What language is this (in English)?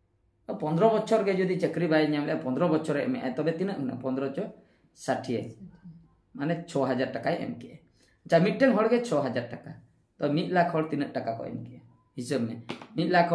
Santali